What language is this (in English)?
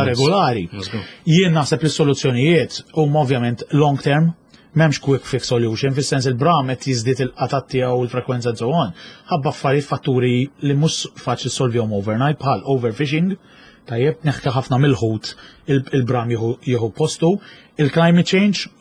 Maltese